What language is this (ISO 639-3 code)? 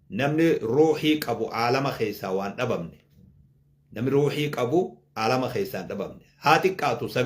orm